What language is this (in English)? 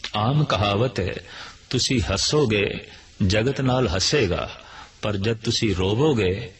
Punjabi